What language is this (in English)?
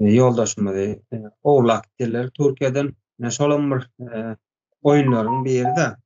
Turkmen